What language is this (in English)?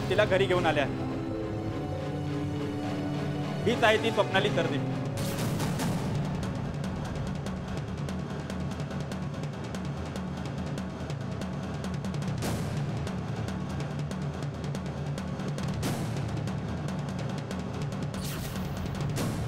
Marathi